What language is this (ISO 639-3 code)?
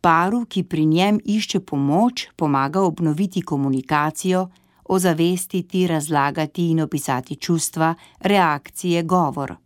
slv